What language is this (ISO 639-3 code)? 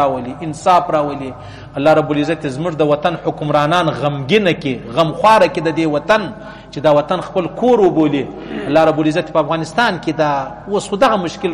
pus